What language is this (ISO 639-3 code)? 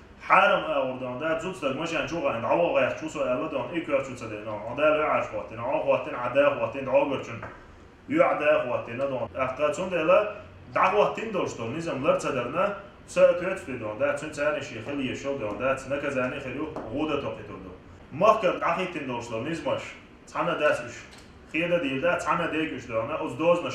che